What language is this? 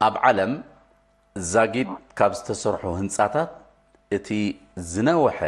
Tigrinya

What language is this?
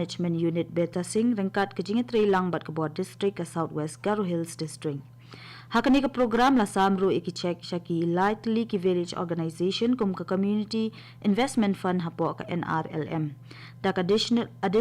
Khasi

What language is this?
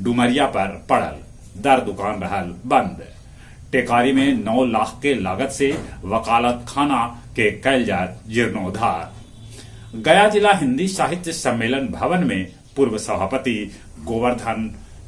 Magahi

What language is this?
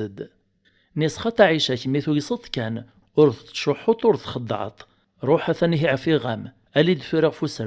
Kabyle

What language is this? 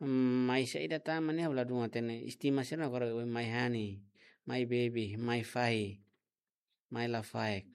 Tetum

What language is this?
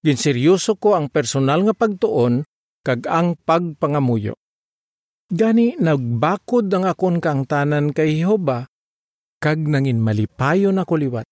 Hiligaynon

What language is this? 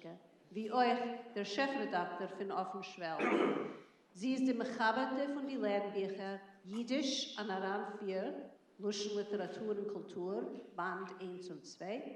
Yiddish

